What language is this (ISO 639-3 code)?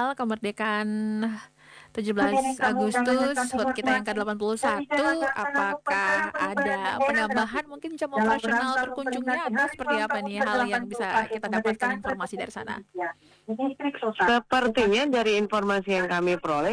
ind